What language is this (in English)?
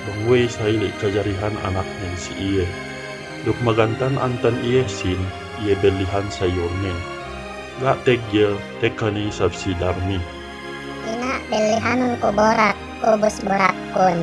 Yakan